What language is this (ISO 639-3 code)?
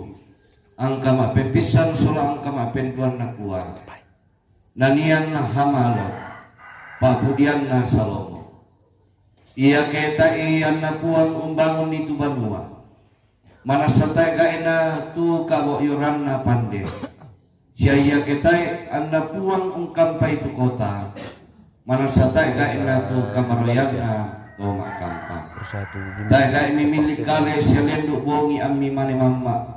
sda